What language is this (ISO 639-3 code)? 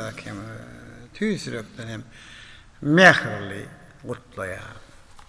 tuk